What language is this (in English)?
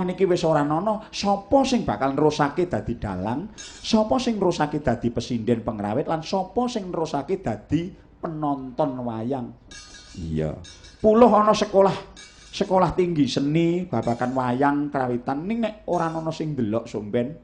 Javanese